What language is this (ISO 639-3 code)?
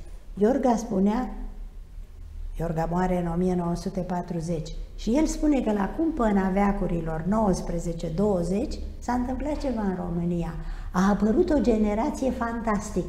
ron